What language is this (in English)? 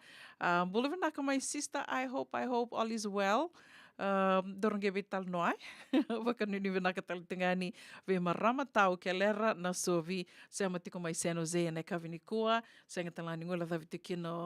Fijian